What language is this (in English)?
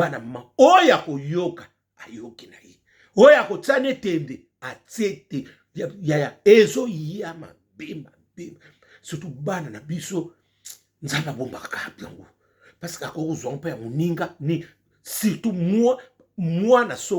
Lingala